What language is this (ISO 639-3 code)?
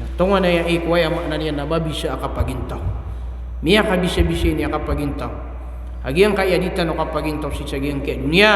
mrw